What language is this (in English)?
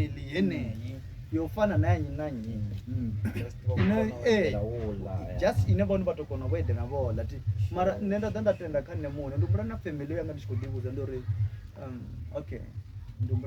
Venda